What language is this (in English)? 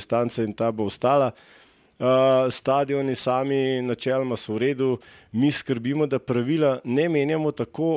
Slovenian